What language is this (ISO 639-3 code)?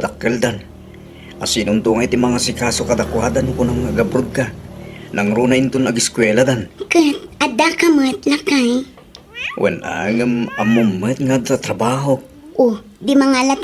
ilo